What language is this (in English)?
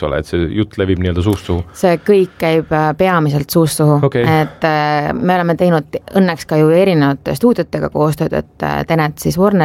Estonian